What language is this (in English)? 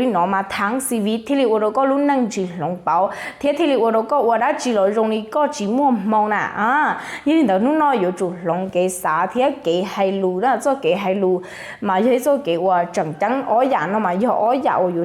Hmong